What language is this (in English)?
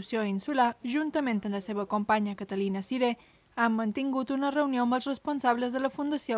Catalan